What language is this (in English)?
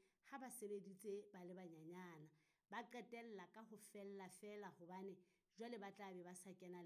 Southern Sotho